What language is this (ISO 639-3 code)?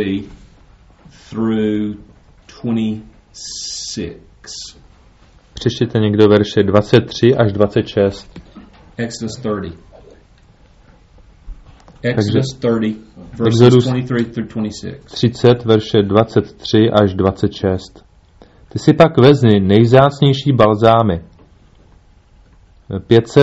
ces